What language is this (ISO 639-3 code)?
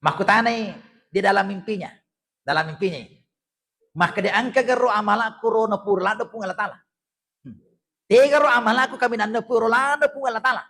bug